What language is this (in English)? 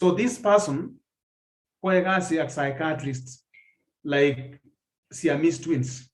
Kalenjin